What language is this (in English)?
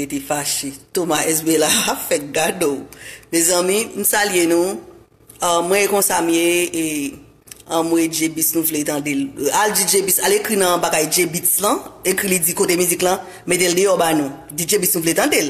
Haitian Creole